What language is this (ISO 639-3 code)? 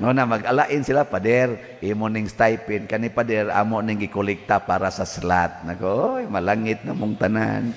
ceb